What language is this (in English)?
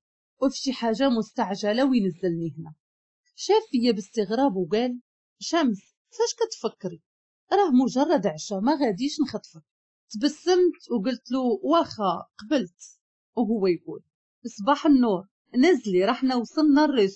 Moroccan Arabic